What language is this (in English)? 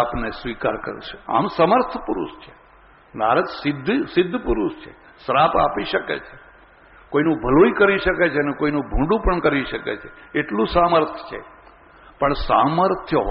Gujarati